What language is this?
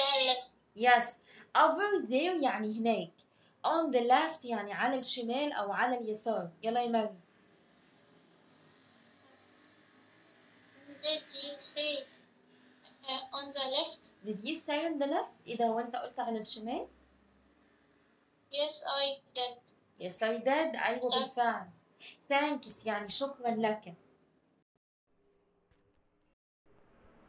Egyptian Arabic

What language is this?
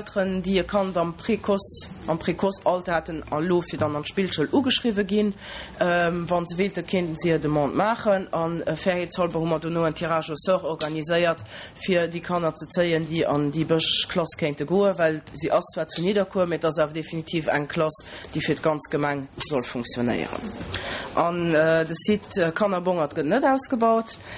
Luxembourgish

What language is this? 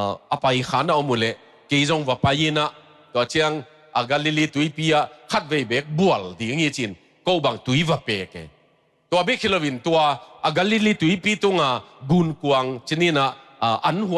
Tedim Chin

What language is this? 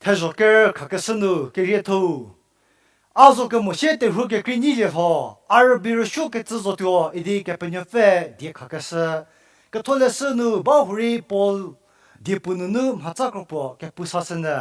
Angami Naga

